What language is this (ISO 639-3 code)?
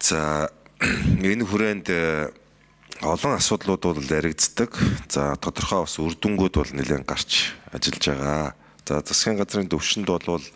mon